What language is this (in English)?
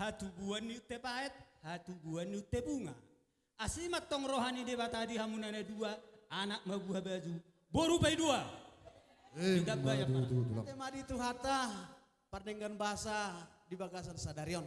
Batak Toba